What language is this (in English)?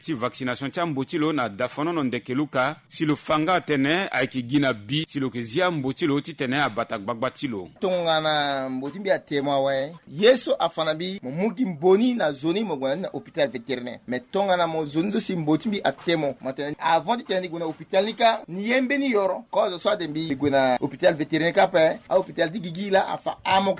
Sango